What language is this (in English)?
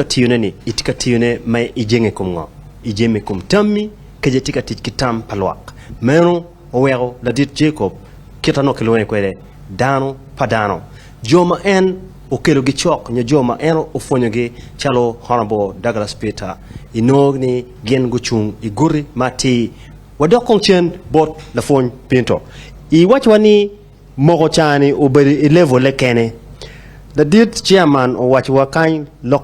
Acoli